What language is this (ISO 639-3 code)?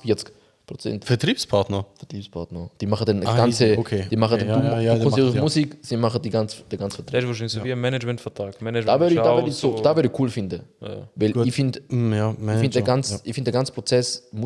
gsw